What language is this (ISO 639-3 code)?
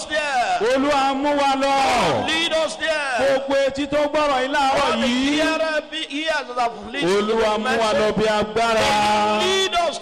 yor